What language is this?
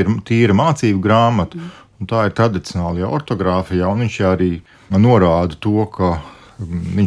Latvian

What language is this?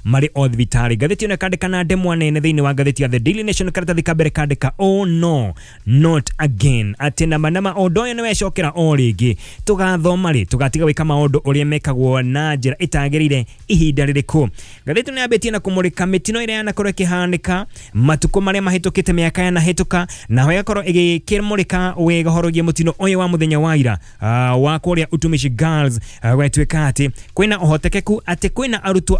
Kikuyu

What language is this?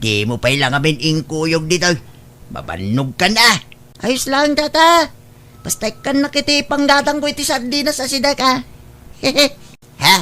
Iloko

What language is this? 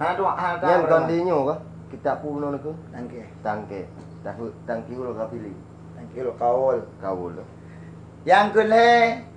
Achinese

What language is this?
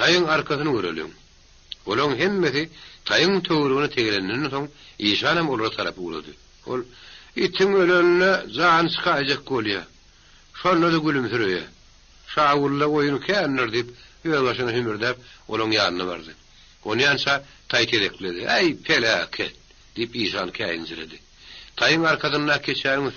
Turkmen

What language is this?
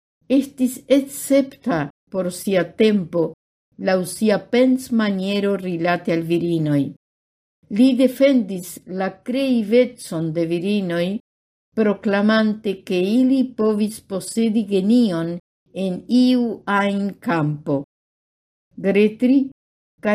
Esperanto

